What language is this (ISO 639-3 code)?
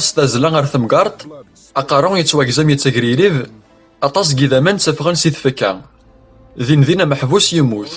kab